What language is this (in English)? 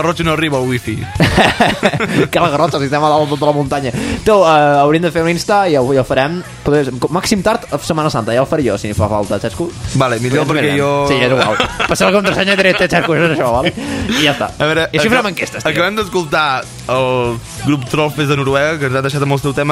Catalan